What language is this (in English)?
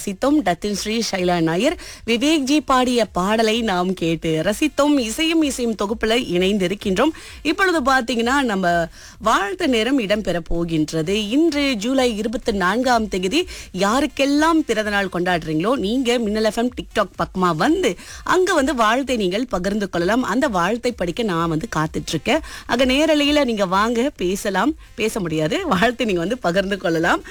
Tamil